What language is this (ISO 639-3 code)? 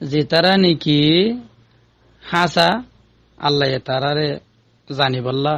rhg